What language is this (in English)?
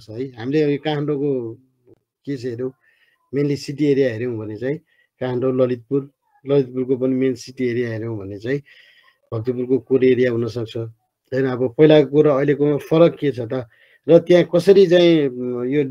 Nepali